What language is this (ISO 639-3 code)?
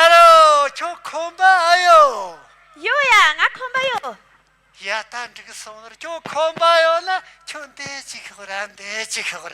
bod